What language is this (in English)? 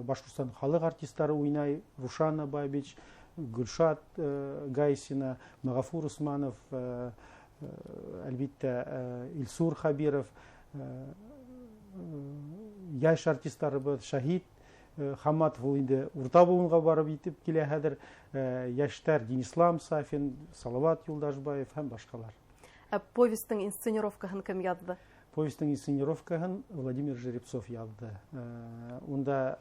Bashkir